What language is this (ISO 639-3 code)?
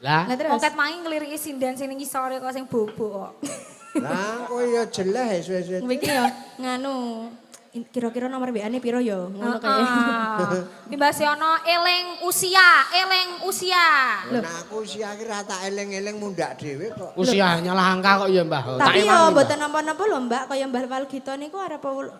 jav